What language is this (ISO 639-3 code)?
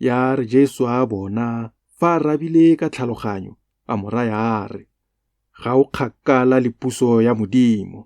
tsn